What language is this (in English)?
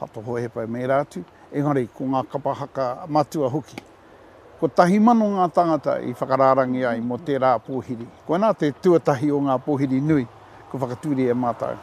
Māori